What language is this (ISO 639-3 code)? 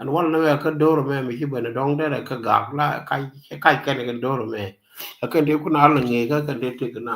nus